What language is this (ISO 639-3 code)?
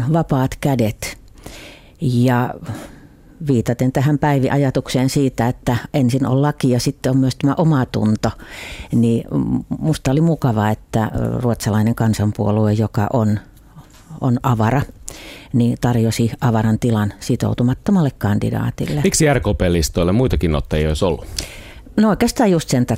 fin